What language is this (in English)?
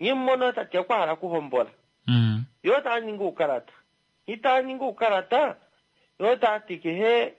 Kuanyama